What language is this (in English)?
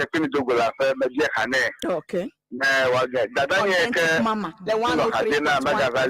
Ewe